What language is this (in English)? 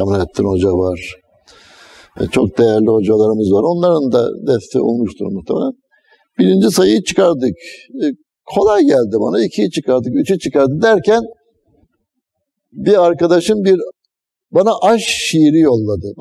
Turkish